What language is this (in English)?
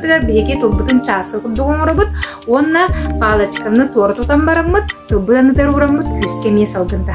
Yakut